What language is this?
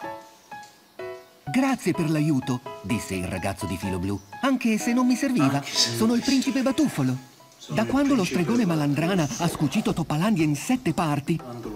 Italian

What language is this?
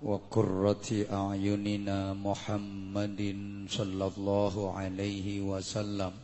Javanese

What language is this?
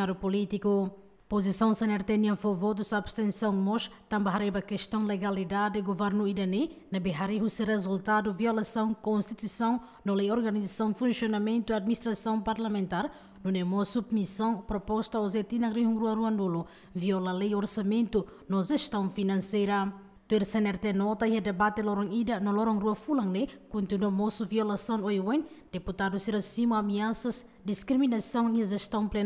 Tetum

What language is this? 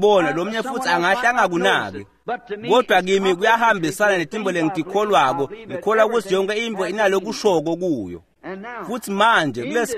Swati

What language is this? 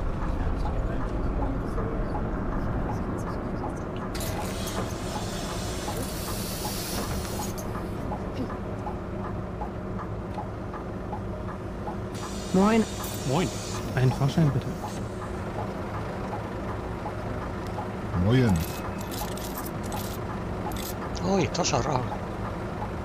Finnish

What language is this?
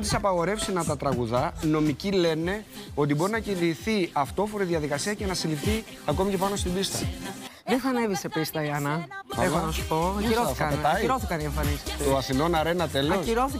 Greek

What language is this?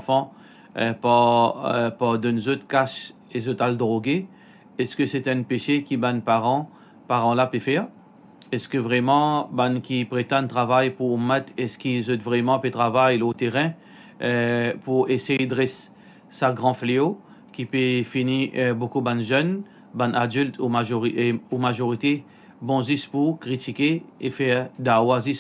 Morisyen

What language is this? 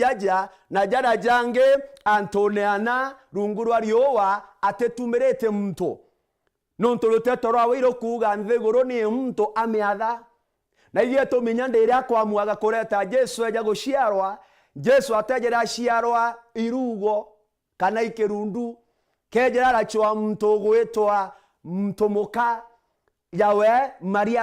Meru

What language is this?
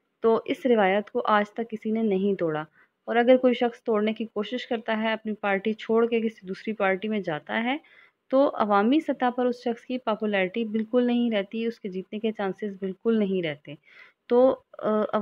Urdu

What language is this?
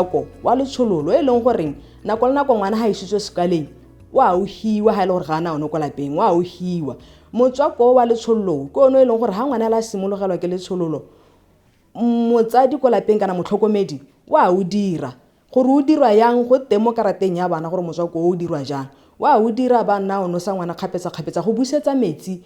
Tswana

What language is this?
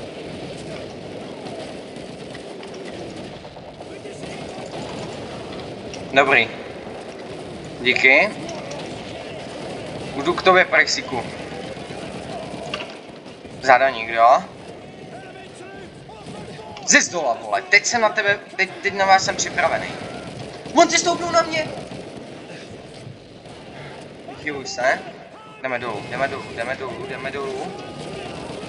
Czech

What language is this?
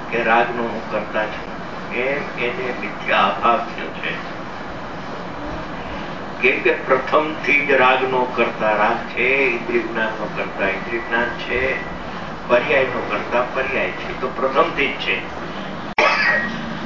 Gujarati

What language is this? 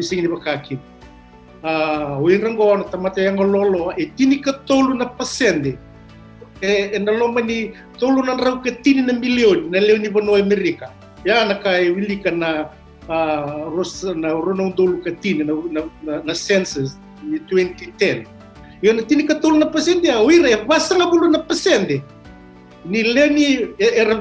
Fijian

